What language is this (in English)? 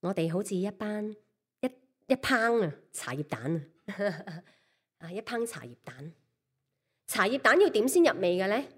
Cantonese